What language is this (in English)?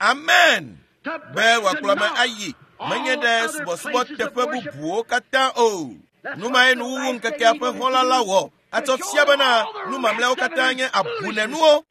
Ewe